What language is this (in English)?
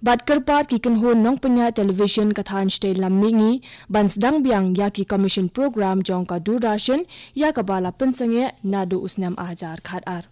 Khasi